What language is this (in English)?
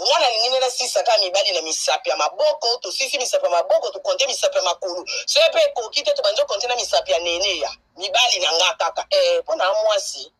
Lingala